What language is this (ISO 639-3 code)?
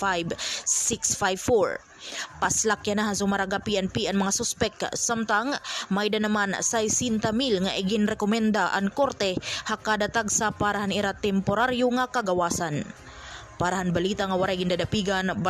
war